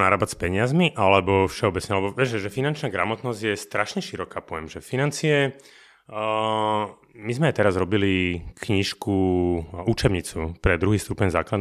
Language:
Slovak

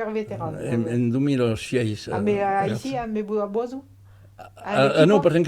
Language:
Occitan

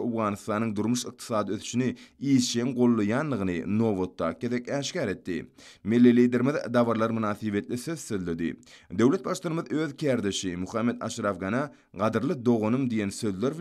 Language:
Turkmen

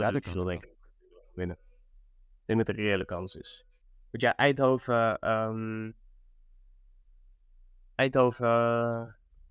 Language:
Dutch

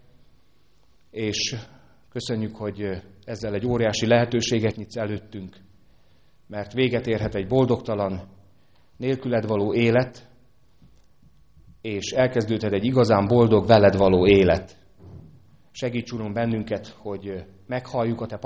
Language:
Hungarian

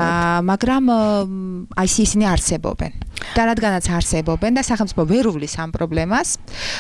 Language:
Georgian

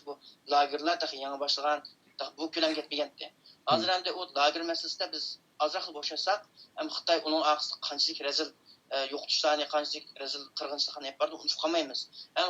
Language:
Uyghur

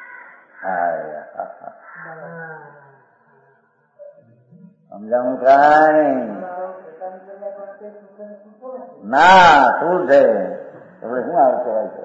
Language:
Gujarati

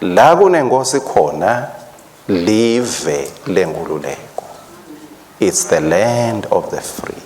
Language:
Swati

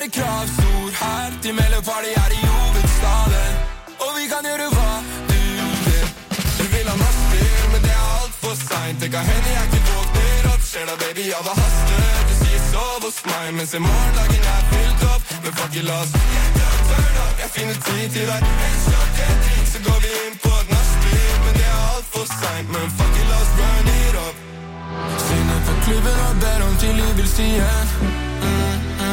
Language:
Norwegian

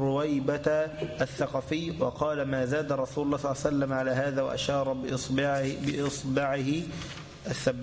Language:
Arabic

